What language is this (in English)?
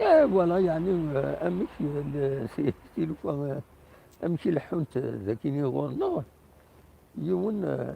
Kabyle